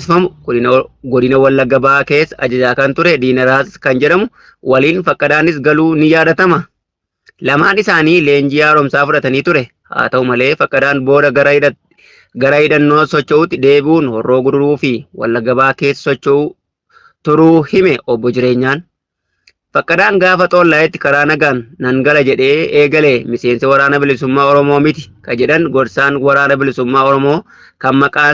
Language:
Oromo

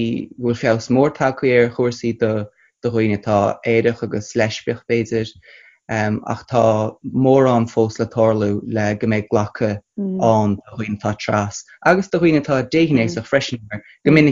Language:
Irish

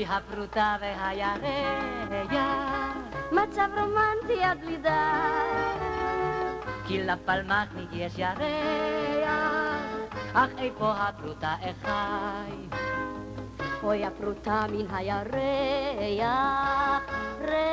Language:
Hebrew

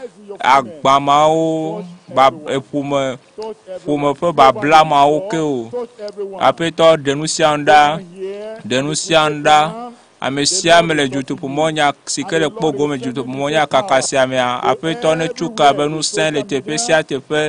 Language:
Ewe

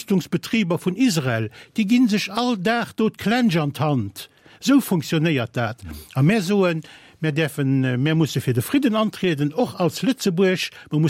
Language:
Luxembourgish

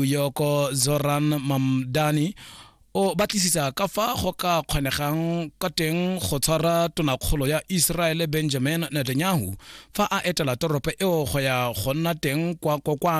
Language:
Tswana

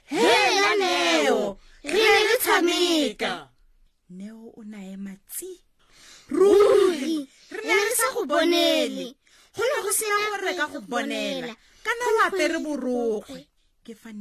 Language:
Tswana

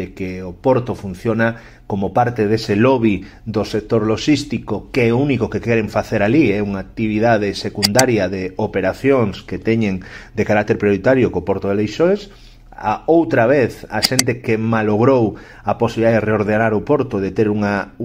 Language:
Galician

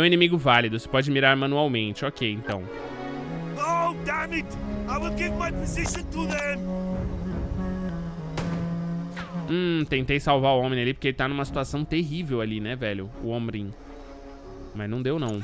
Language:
Portuguese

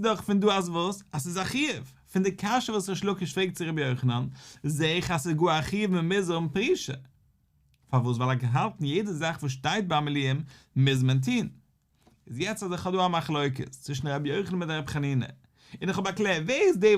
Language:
Yiddish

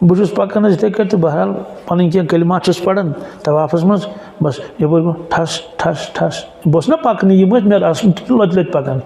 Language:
Kashmiri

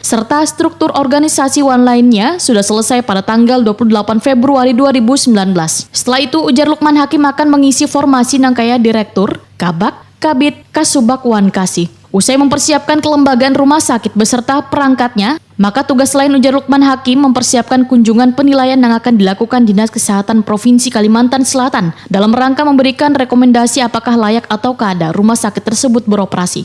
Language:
Banjar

